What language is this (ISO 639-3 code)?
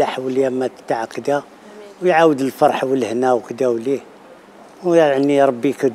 arq